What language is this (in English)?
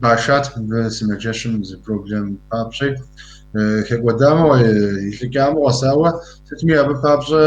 Kabardian